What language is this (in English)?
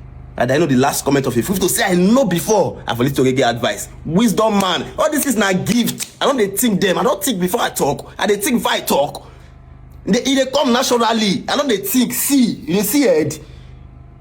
Nigerian Pidgin